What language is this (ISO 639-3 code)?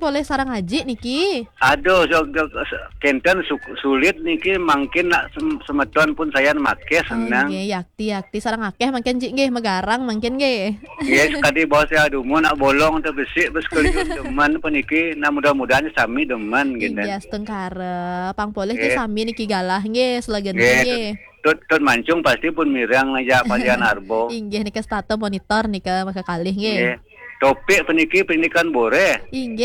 ban